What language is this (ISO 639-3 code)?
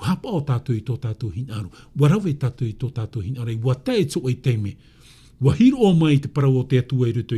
tah